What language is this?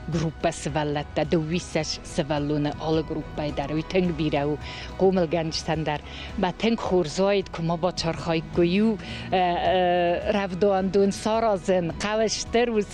Ossetic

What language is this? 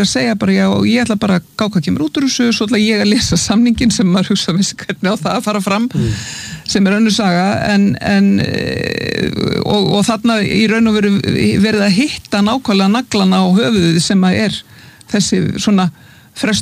Icelandic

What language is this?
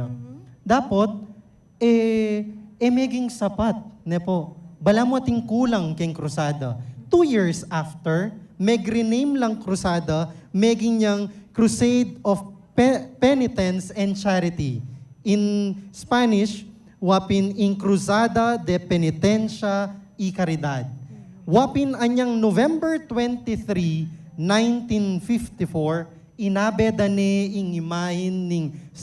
Pampanga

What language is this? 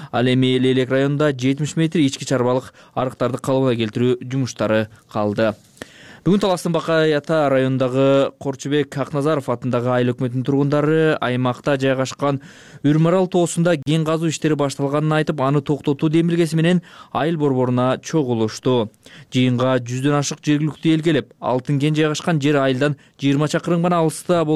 Kyrgyz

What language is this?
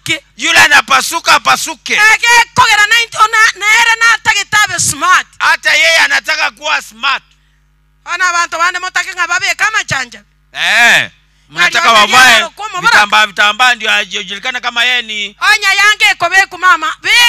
Gusii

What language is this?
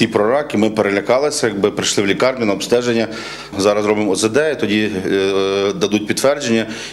Ukrainian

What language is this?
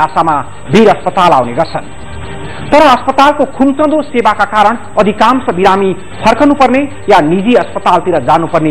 Nepali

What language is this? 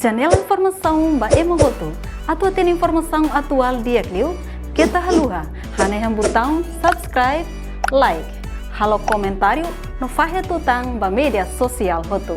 Tetum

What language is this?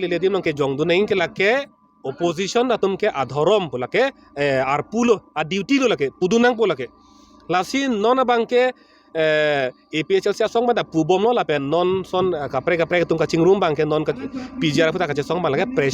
Karbi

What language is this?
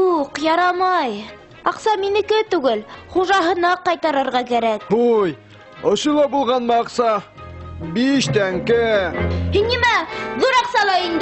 Bashkir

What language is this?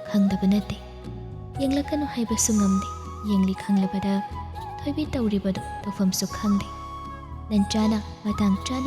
Manipuri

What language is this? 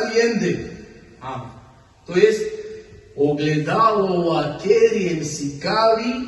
Balkan Romani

